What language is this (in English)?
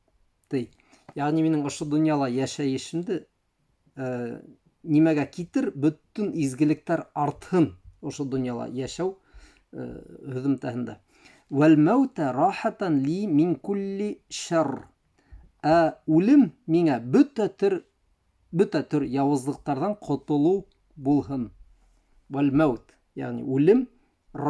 Bashkir